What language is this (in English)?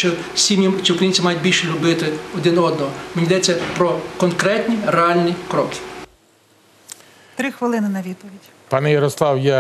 Ukrainian